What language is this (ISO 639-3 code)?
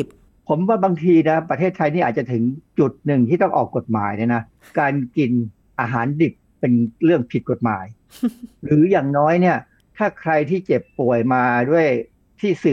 tha